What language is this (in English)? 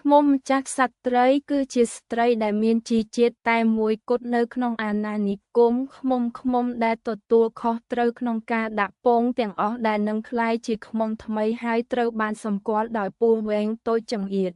Khmer